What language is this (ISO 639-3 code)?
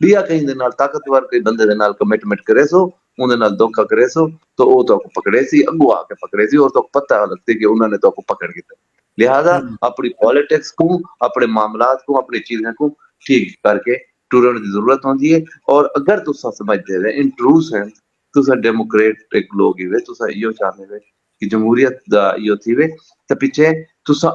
skr